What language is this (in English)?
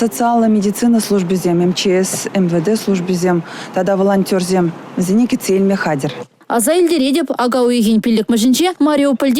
Chuvash